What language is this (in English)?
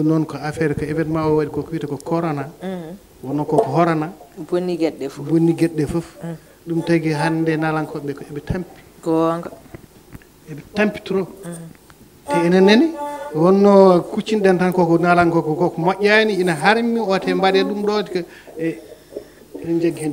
Fula